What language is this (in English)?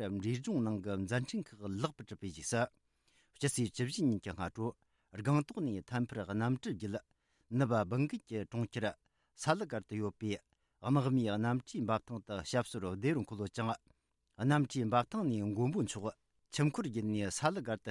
Tibetan